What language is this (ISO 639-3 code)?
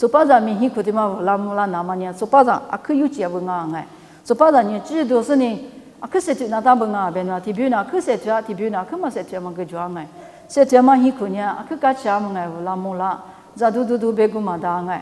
lis